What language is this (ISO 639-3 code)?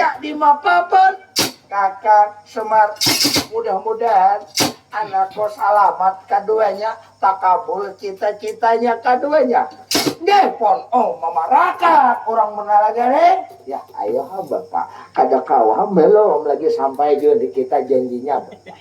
bjn